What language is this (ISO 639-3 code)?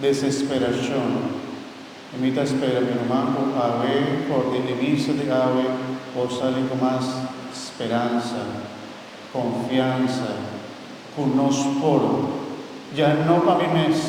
pap